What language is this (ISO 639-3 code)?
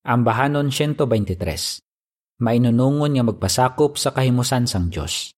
hil